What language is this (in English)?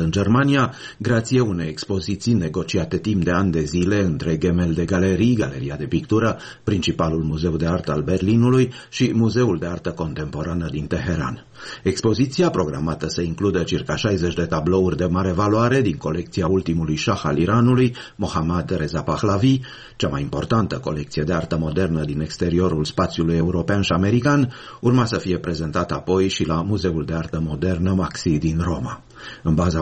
Romanian